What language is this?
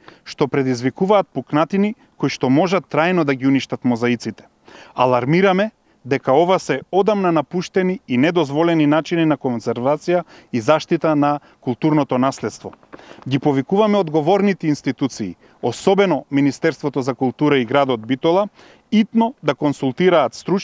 Macedonian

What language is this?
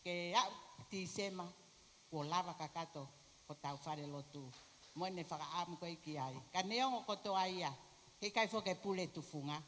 Tongan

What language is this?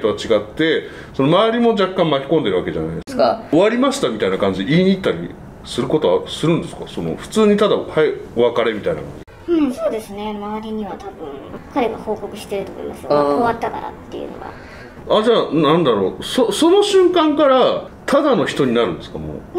Japanese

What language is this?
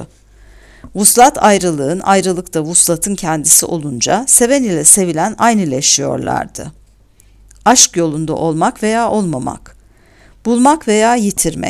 Turkish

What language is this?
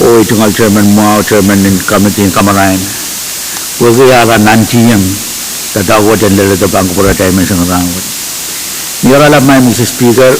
Pohnpeian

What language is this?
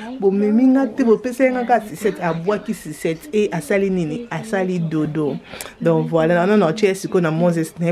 Lingala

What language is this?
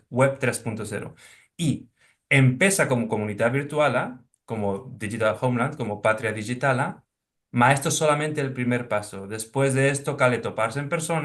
Ladino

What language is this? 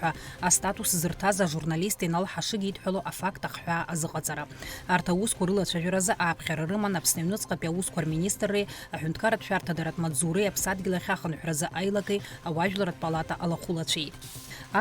Abkhazian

